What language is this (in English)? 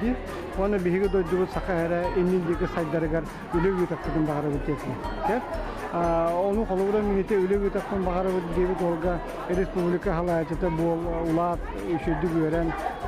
Yakut